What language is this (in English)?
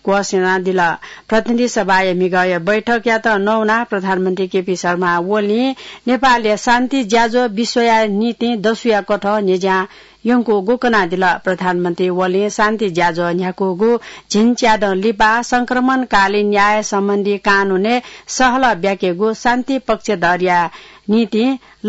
Newari